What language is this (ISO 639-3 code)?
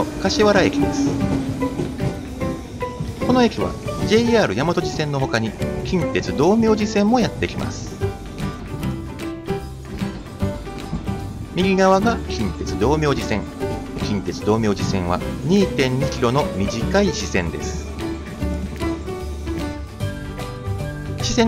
jpn